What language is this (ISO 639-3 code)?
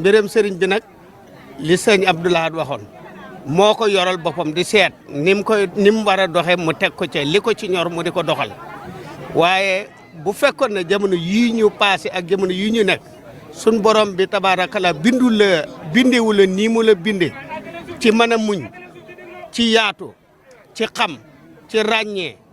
wol